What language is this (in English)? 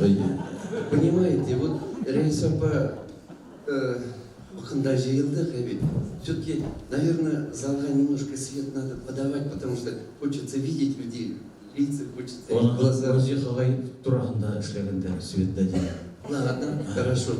Bashkir